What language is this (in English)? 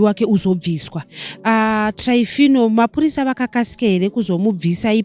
Shona